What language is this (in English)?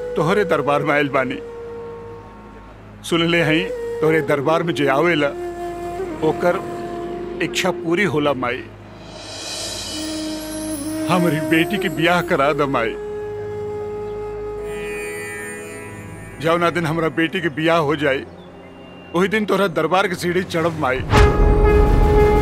Bhojpuri